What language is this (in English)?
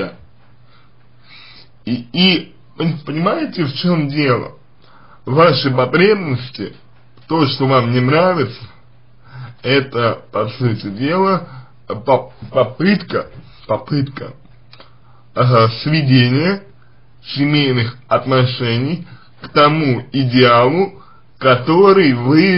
Russian